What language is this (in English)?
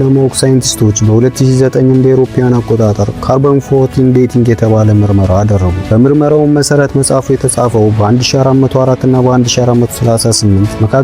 Amharic